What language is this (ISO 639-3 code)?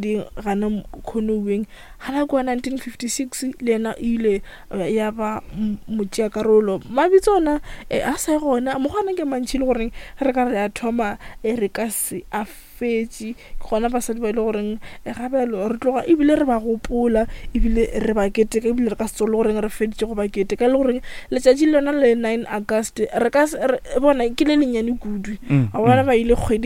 nso